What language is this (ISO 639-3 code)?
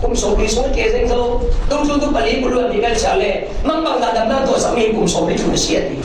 cfm